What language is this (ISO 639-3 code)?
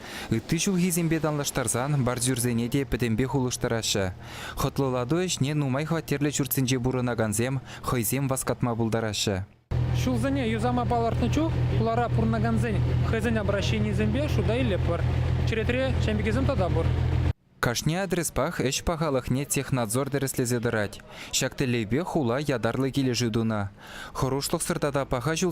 chv